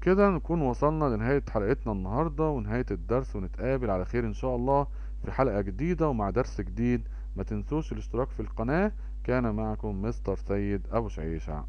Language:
Egyptian Arabic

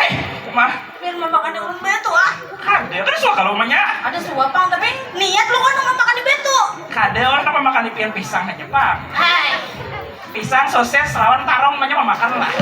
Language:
Banjar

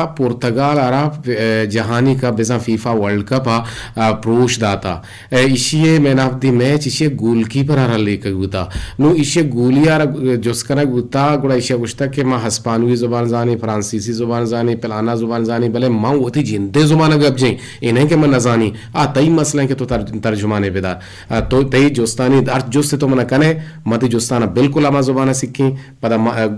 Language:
Eastern Balochi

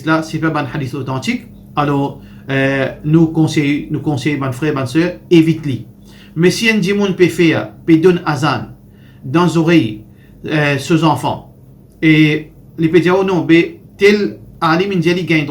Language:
Morisyen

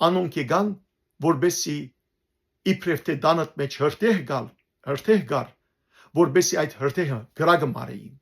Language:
Western Armenian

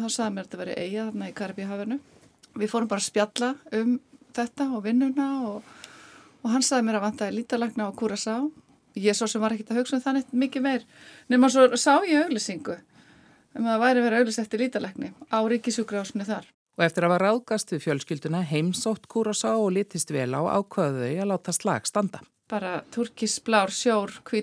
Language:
Icelandic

